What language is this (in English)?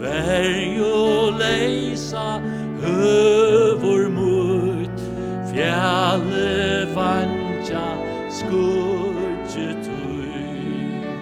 Faroese